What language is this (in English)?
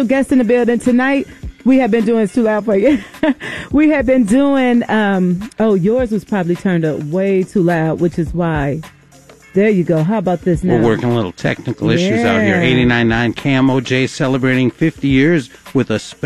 English